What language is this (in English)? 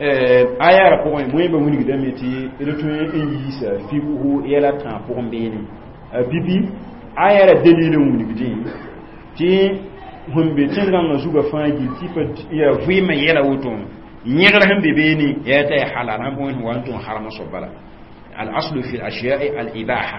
Mossi